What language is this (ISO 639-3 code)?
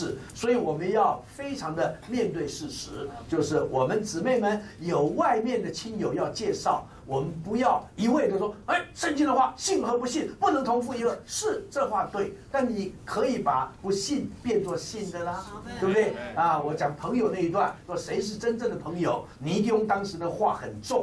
zho